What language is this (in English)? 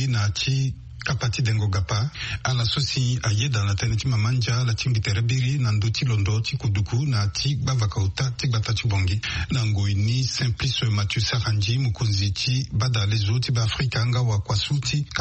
Sango